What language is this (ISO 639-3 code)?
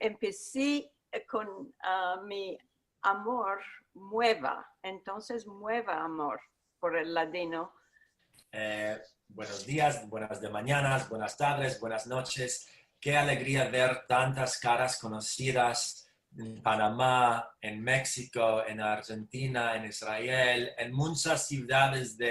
lad